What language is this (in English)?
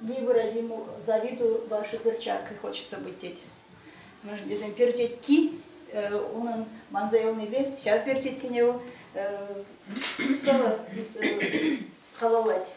Chuvash